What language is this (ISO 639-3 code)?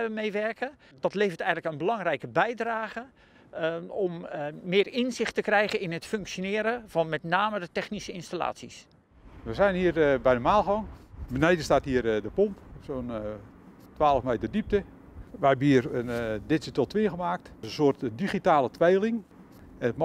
nld